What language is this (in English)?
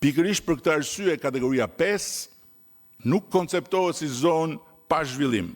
Albanian